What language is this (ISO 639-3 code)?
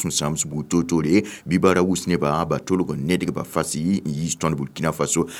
mos